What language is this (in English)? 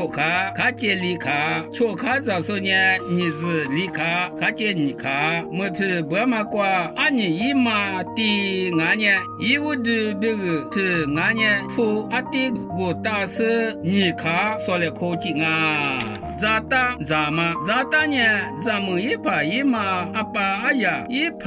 Lisu